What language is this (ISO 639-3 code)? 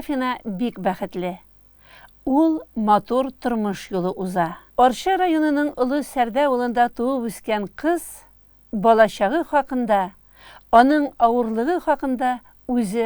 tat